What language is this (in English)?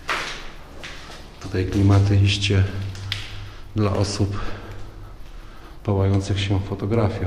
Polish